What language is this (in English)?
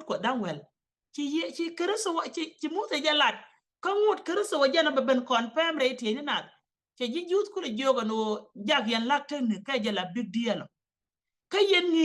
Nuer